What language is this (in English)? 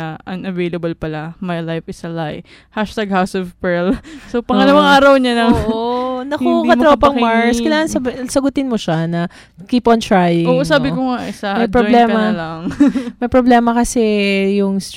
Filipino